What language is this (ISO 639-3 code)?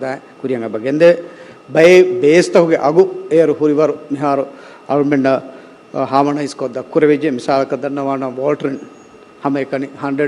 div